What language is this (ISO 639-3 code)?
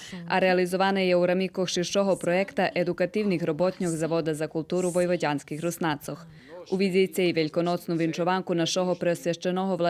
rue